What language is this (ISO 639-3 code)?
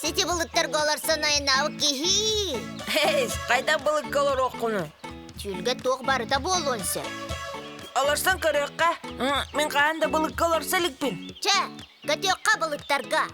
sah